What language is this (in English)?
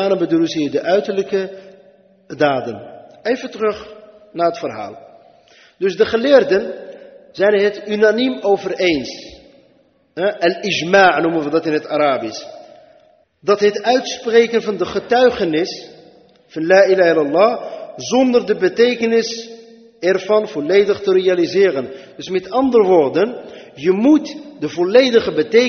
Dutch